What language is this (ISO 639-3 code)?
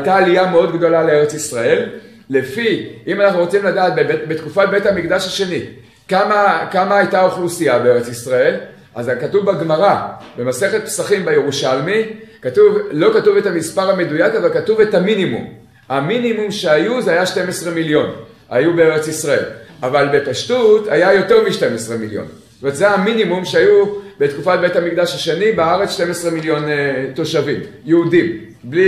heb